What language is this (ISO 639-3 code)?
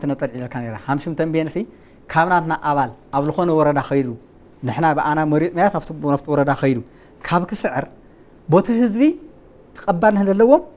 tir